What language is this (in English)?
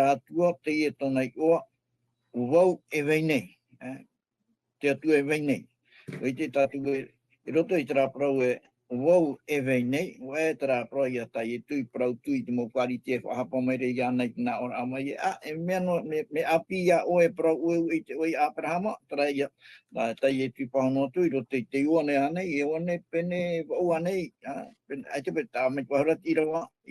Tahitian